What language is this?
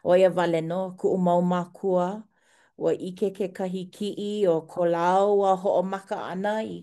Hawaiian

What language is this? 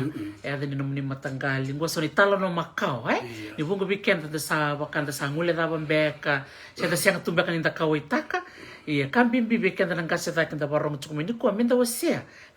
Fijian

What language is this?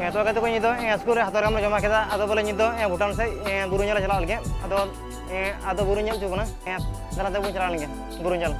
Santali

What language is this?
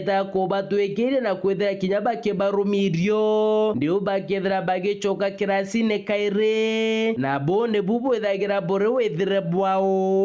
Meru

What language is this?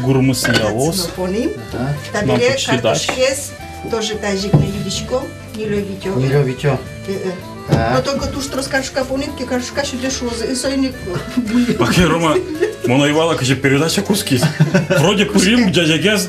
Udmurt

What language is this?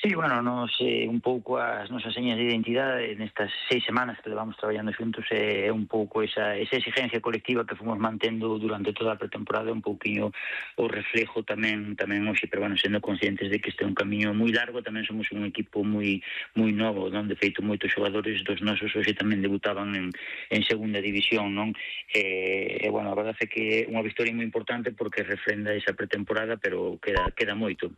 Galician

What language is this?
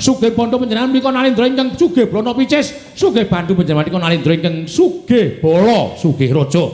Javanese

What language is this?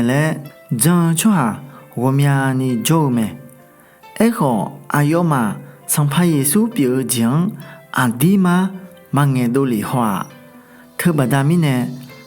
Akha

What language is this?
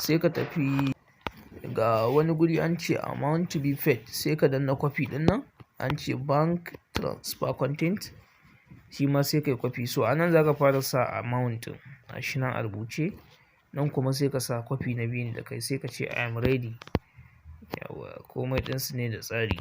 Hausa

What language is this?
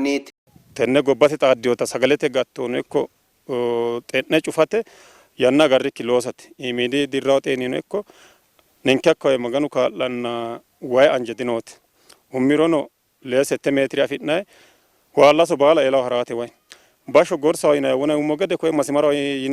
Sidamo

